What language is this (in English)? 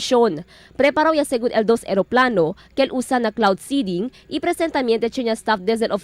Chavacano